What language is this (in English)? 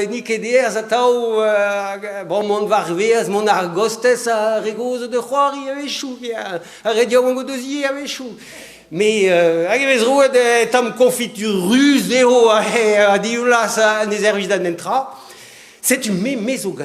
Breton